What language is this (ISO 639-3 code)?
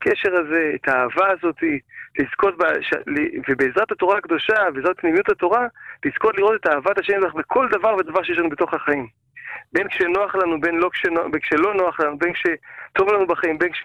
heb